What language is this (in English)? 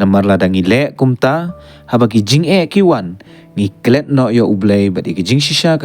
Khasi